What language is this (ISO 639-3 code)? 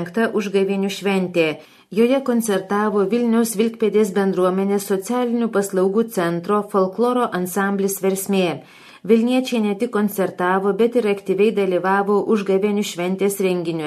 lit